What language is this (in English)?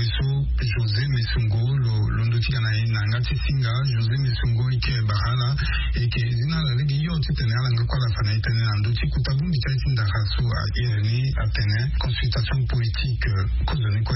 Sango